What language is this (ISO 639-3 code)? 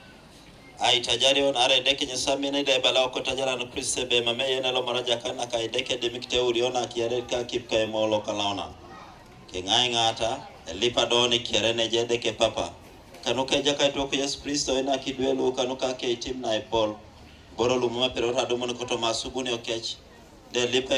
teo